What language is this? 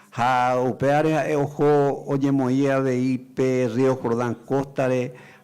Guarani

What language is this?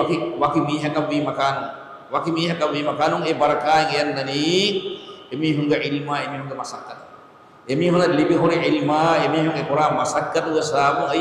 Divehi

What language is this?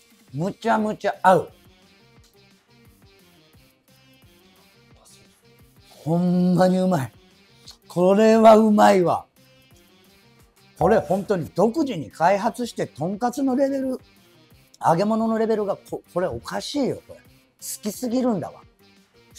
Japanese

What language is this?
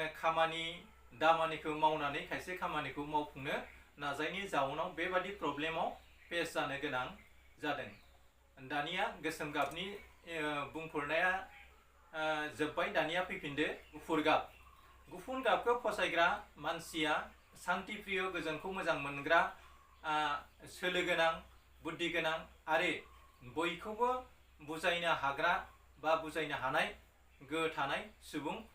Bodo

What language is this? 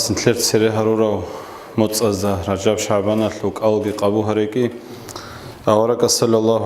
Avaric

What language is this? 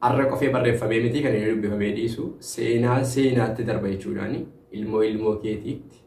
Oromo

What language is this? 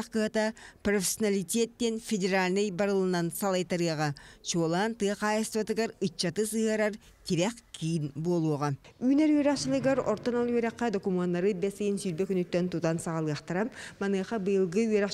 Yakut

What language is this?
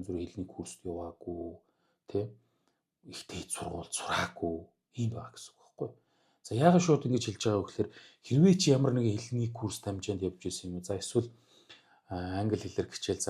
Mongolian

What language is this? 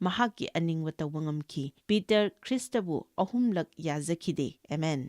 Manipuri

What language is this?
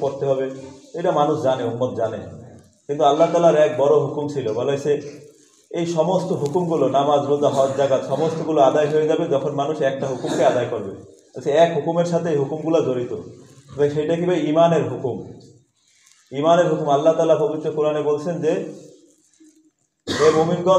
Bangla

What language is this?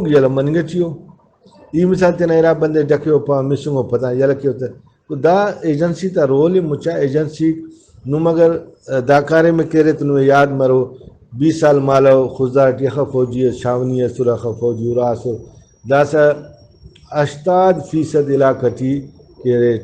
Brahui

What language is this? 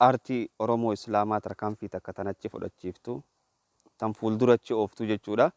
Oromo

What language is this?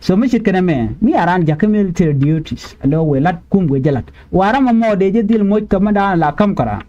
Nuer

